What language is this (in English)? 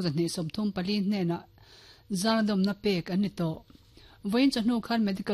Mizo